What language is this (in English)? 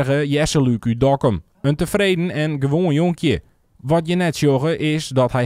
Western Frisian